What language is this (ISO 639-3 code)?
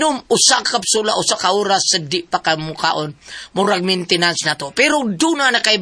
ceb